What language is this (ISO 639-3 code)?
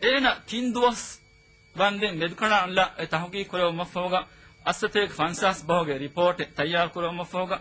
div